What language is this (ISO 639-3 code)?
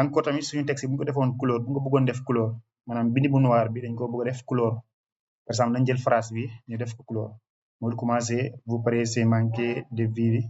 wol